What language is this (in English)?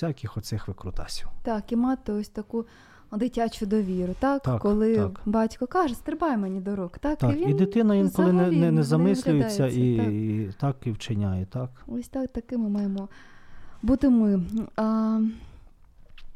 Ukrainian